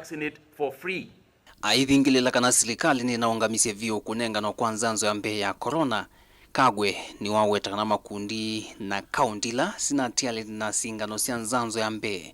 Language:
Kamba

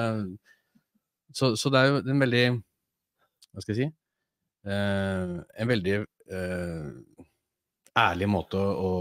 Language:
Norwegian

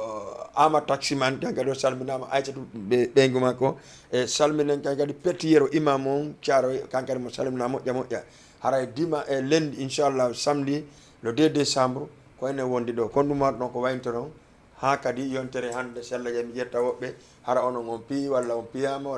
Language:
Fula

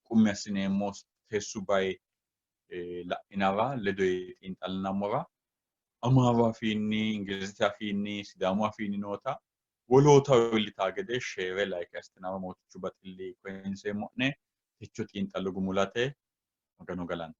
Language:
Sidamo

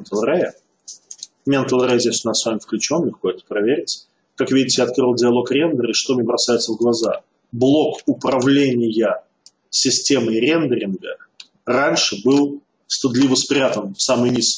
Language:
Russian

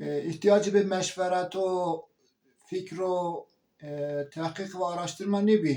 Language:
Zaza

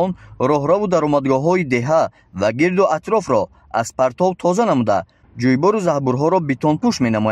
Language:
Tajik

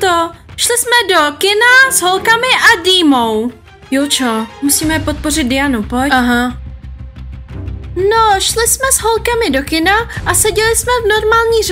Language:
Czech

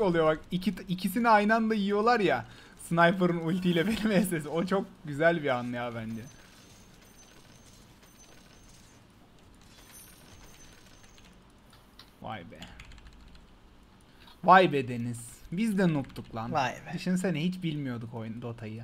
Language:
Turkish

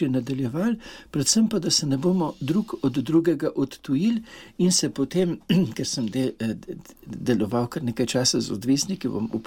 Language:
Slovenian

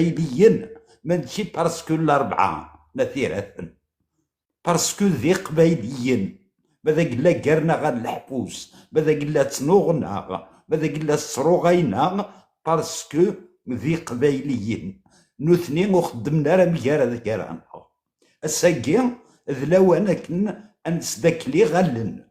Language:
Kabyle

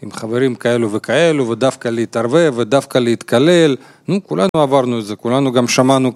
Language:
Hebrew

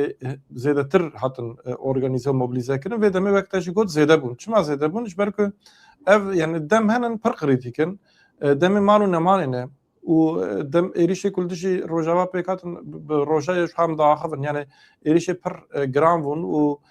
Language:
Kurdish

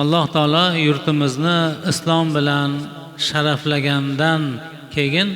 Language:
Uzbek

